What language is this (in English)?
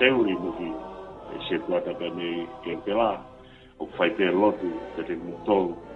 Tongan